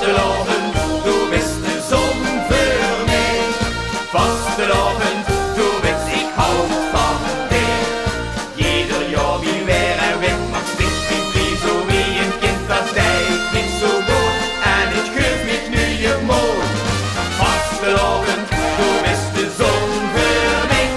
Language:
Limburgish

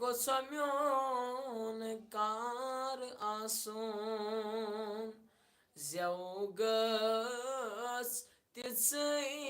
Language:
Kashmiri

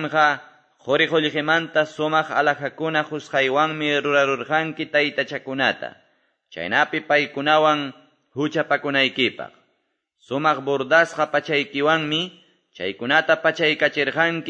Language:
Quechua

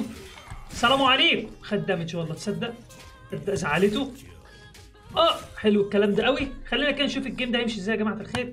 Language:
Egyptian Arabic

